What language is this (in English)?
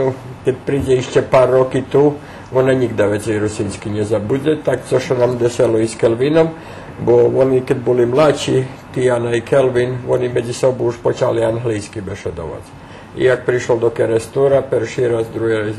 Rusyn